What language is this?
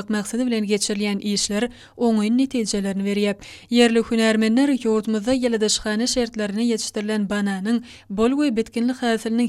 Turkmen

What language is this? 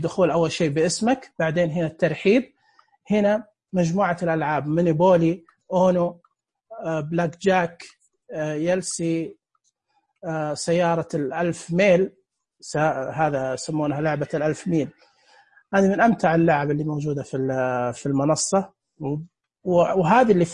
Najdi Arabic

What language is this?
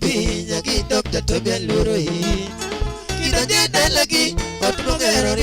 Luo (Kenya and Tanzania)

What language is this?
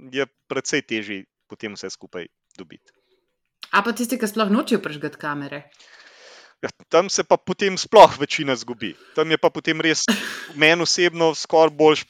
Slovenian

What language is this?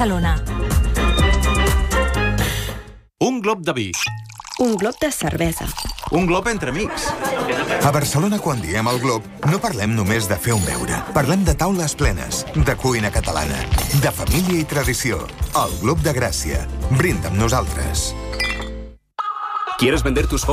Catalan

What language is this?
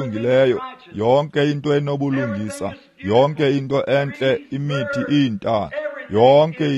Xhosa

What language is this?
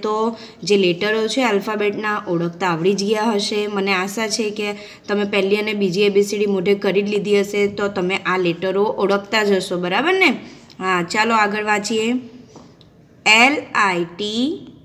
Gujarati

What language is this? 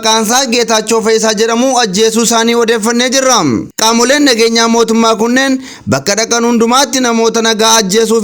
Oromo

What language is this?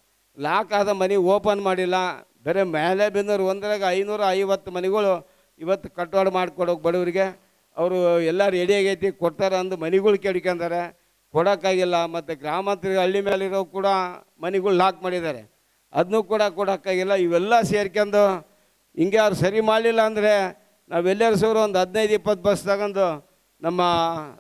Kannada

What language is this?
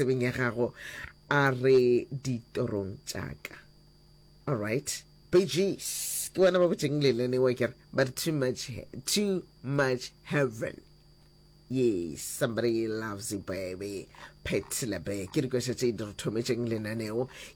Northern Sotho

